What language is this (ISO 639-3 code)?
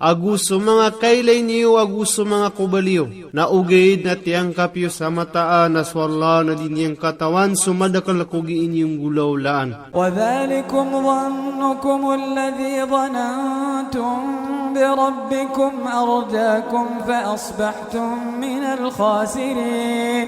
mrw